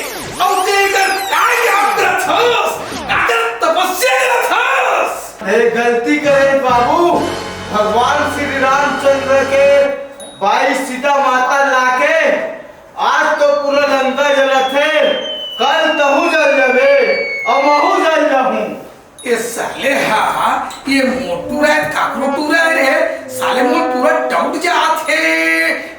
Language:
Chhattisgarhi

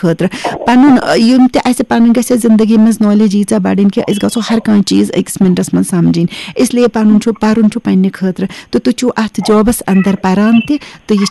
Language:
Kashmiri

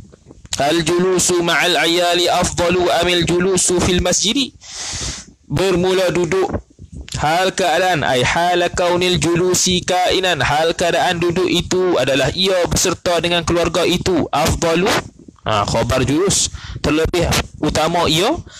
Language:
Malay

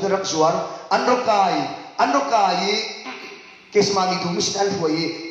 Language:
Falam Chin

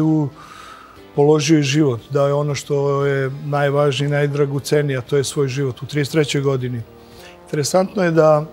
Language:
Serbian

